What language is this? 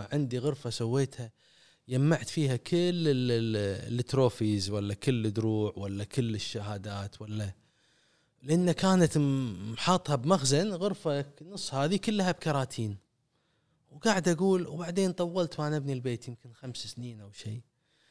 Gulf Arabic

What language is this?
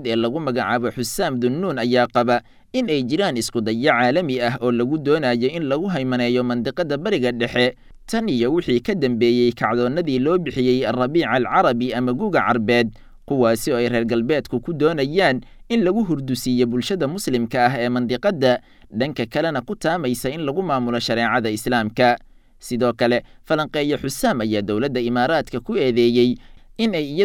Somali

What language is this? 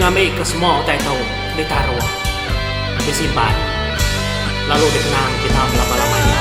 Iban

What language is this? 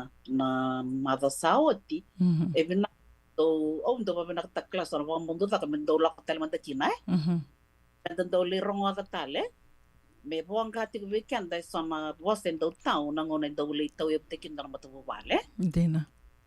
Fijian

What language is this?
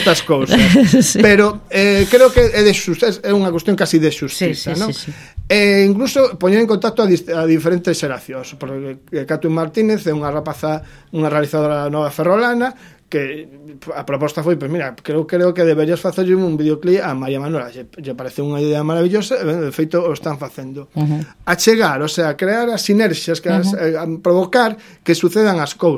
Galician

